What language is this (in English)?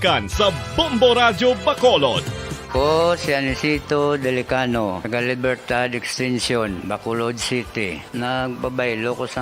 Hiligaynon